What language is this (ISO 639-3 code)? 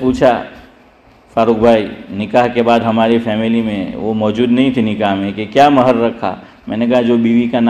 urd